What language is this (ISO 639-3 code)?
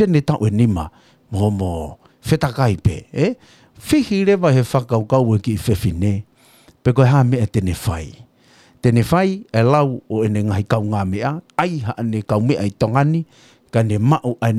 ton